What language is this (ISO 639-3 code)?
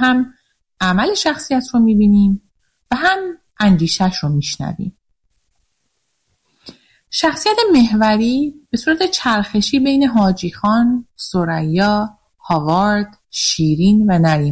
fas